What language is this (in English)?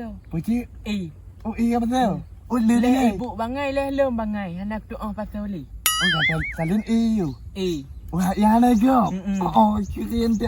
Achinese